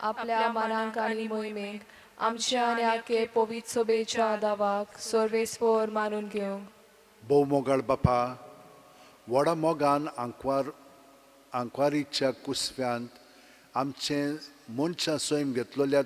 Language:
Konkani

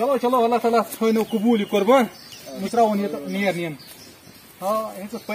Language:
Kashmiri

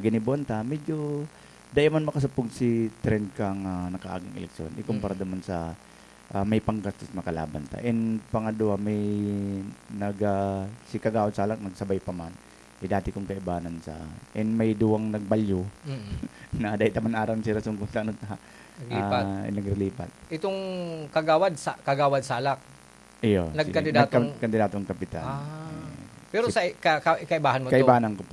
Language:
Bikol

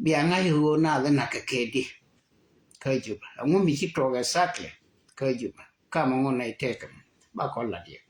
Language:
Nuer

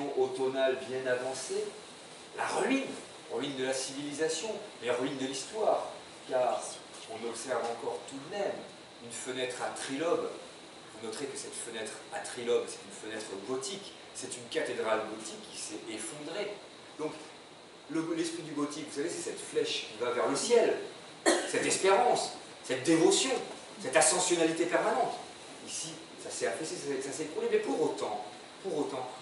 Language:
French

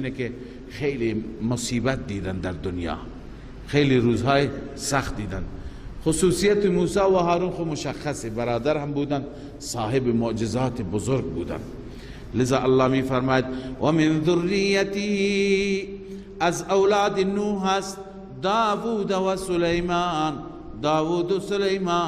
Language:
Persian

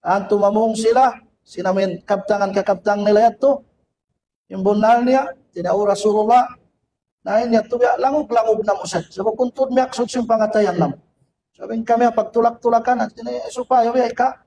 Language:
Tausug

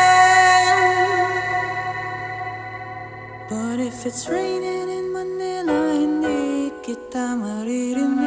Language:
Filipino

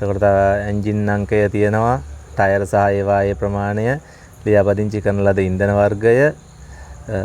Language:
Sinhala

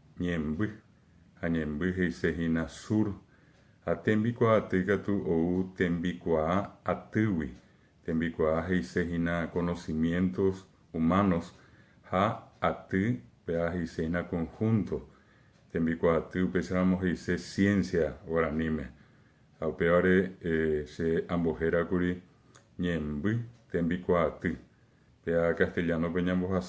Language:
Guarani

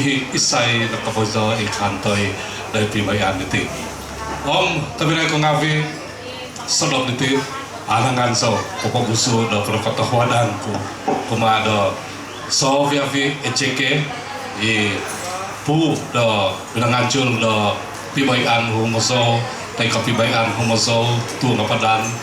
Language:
Central Dusun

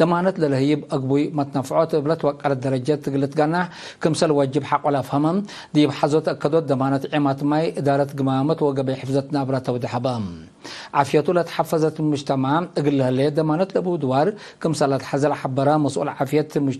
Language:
Tigre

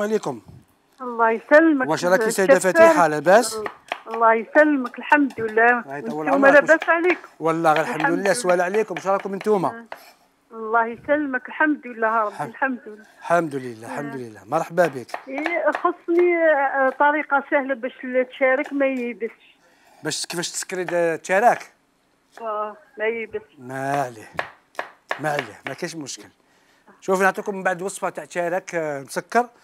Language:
Algerian Arabic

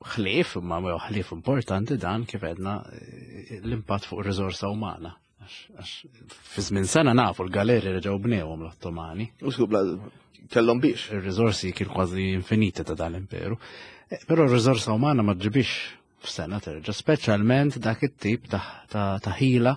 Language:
Maltese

